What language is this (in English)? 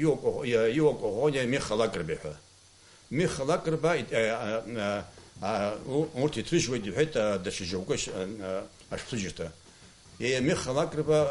Abkhazian